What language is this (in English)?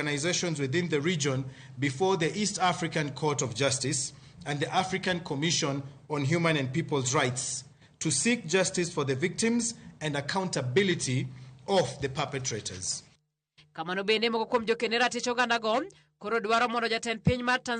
Luo (Kenya and Tanzania)